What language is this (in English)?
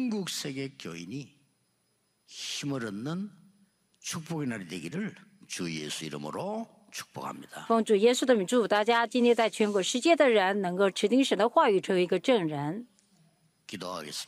Korean